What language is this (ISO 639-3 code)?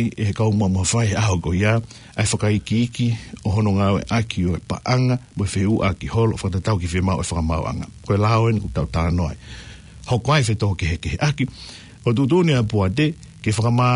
ton